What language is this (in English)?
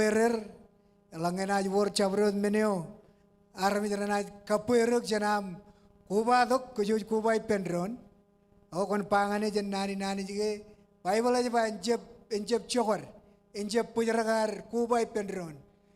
Marshallese